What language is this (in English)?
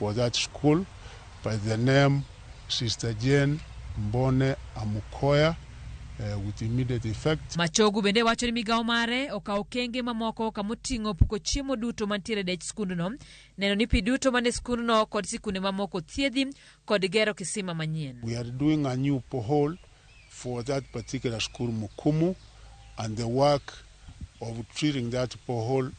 Luo (Kenya and Tanzania)